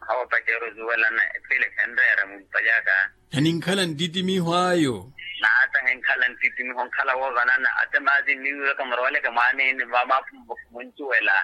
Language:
Makhuwa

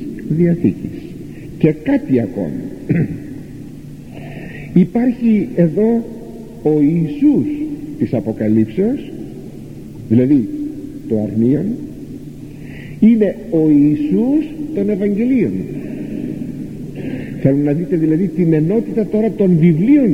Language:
Greek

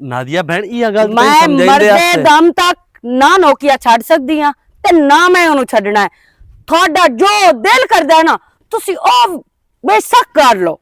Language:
Western Panjabi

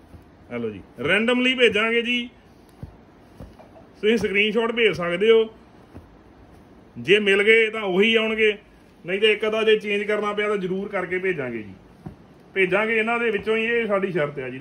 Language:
Punjabi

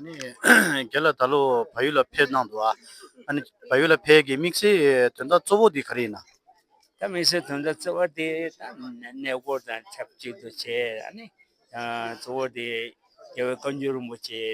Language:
Tibetan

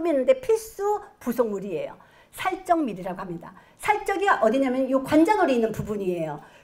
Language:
Korean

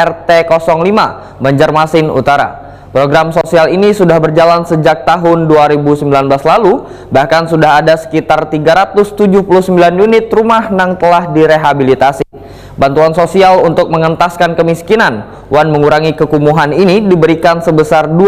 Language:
Banjar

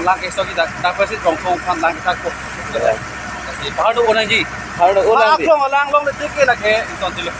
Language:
Karbi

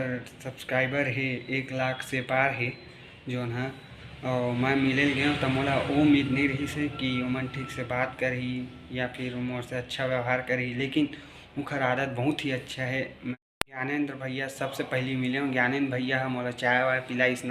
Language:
Chhattisgarhi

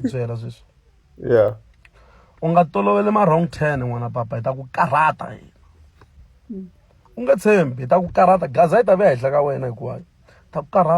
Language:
Tsonga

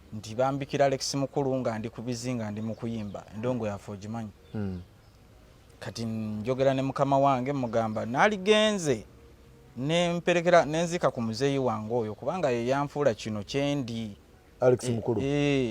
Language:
Ganda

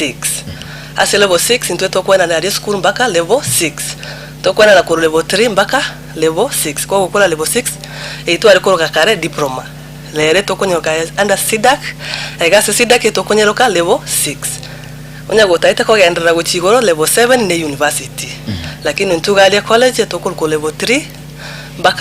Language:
Gusii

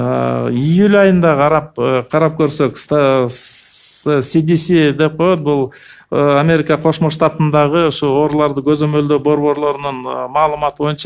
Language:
Kyrgyz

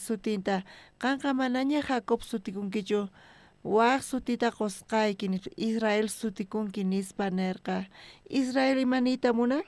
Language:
South Bolivian Quechua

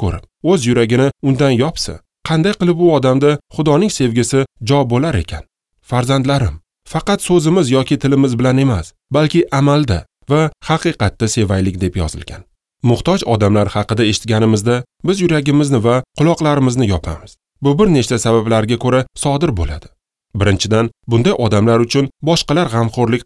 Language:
Uzbek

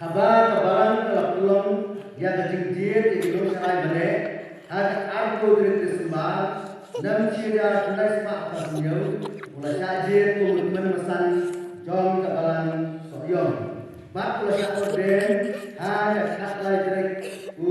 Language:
Khasi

